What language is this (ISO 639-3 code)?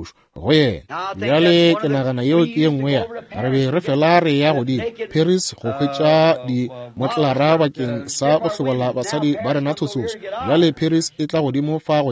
nso